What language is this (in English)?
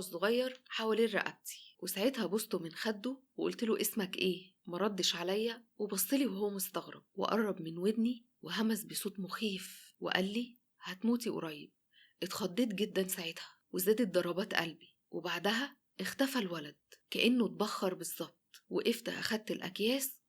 Egyptian Arabic